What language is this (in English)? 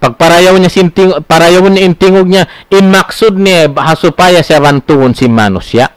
Tausug